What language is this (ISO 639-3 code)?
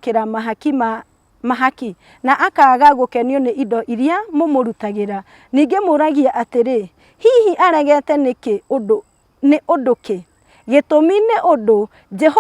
kik